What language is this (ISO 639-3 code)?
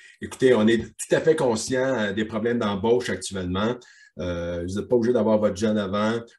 fra